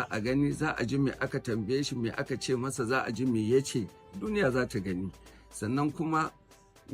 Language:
Hausa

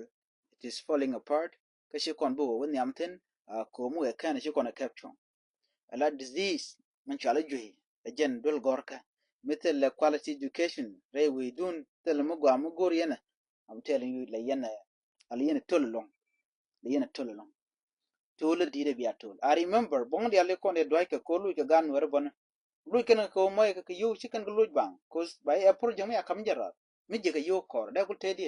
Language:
Nuer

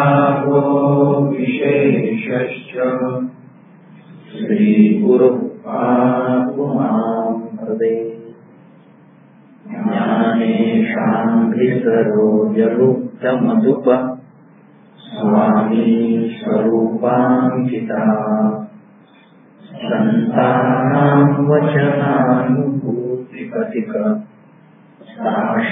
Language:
Marathi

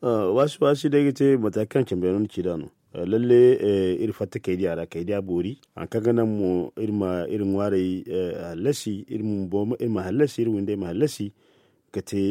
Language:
Zarma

